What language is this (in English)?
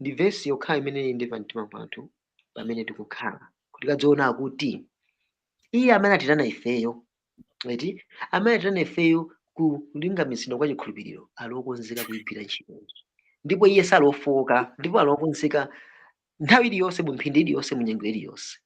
Nyanja